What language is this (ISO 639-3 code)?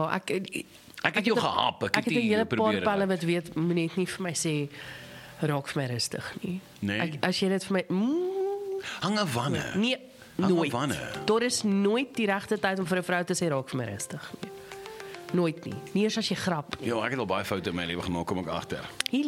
afr